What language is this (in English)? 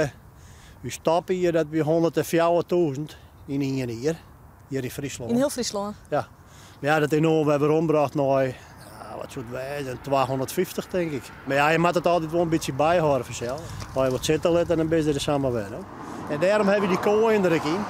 Western Frisian